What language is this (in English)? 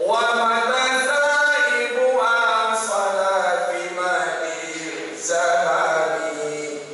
Minangkabau